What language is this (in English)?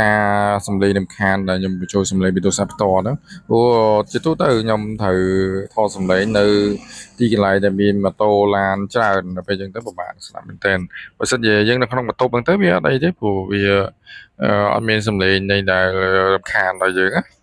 Khmer